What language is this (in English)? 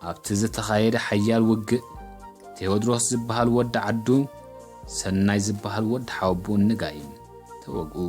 Tigrinya